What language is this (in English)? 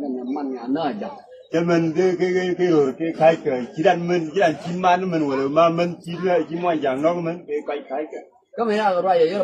Nuer